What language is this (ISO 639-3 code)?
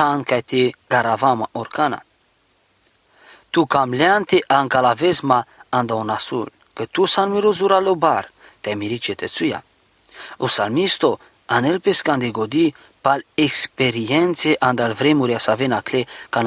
rom